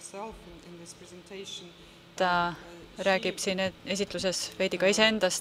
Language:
Estonian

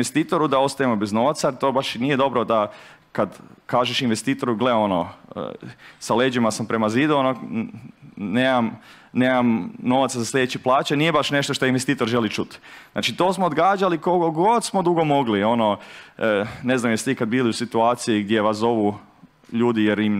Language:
Croatian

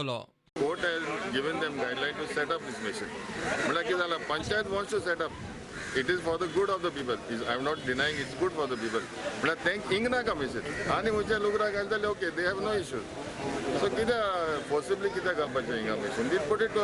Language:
Konkani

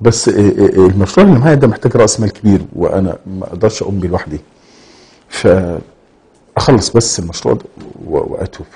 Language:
Egyptian Arabic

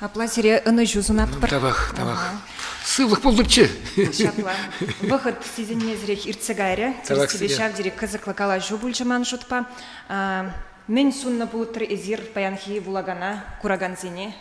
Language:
Chuvash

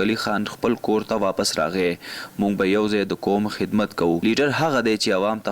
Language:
Pashto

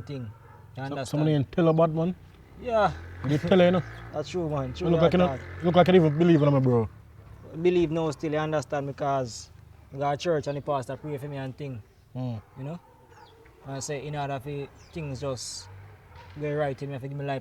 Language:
Jamaican Creole English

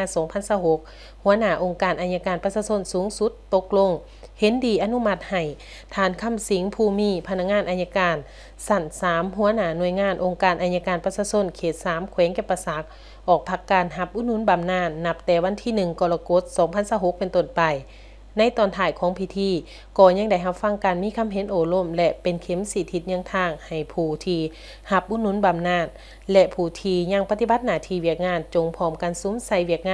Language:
Lao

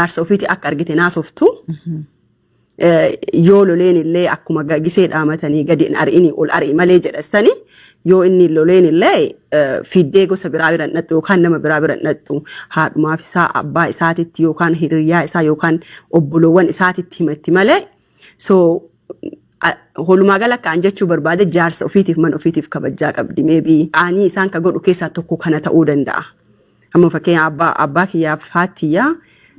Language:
Oromo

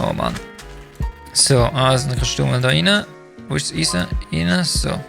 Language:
Swiss German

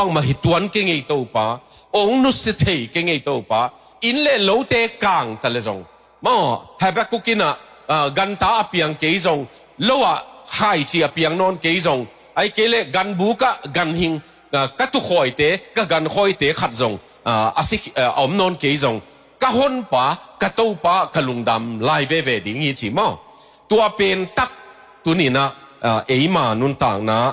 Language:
Tedim Chin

